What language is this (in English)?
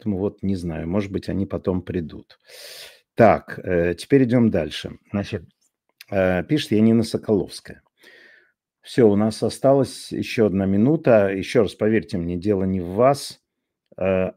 Russian